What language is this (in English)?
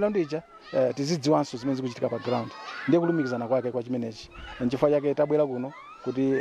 Nyanja